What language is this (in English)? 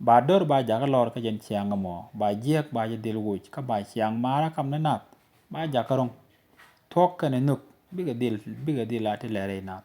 Nuer